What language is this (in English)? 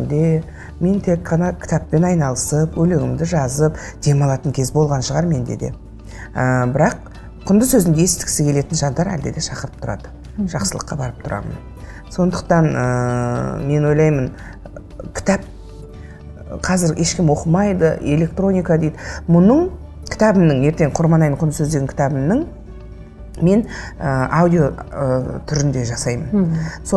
Kazakh